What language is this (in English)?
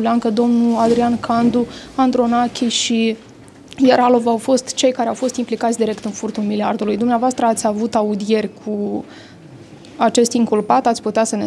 Romanian